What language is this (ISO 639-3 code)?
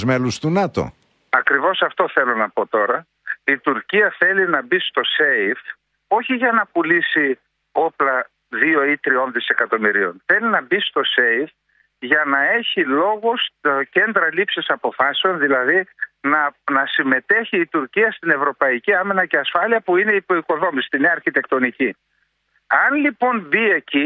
ell